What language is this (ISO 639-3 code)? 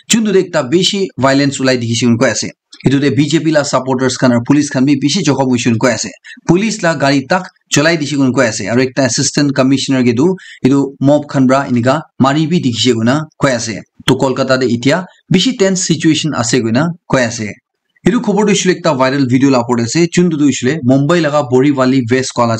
nag